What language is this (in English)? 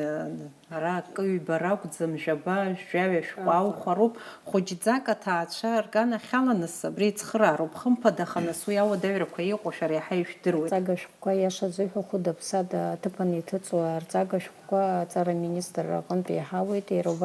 Abkhazian